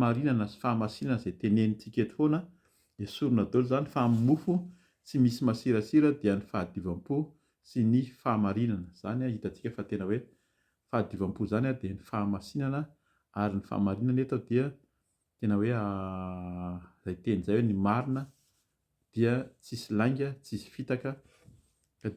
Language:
Malagasy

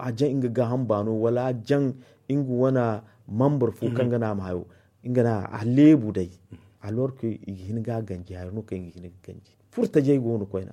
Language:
Zarma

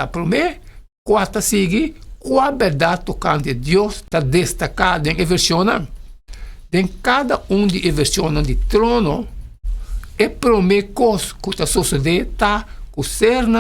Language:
Papiamento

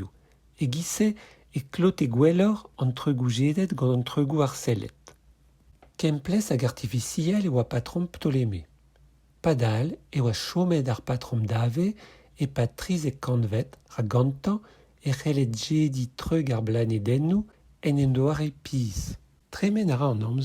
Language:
Breton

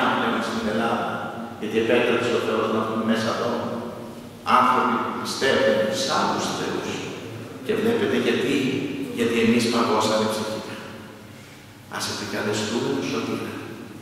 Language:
Greek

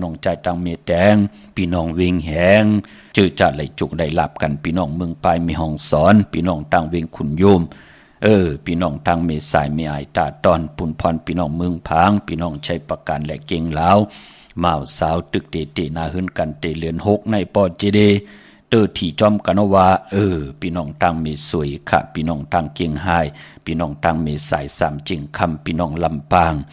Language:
Shan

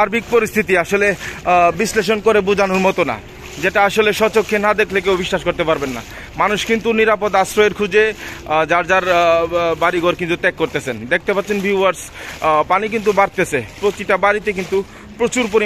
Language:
Bangla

